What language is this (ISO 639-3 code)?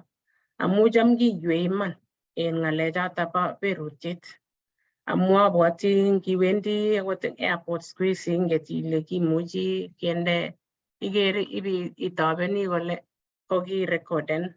kln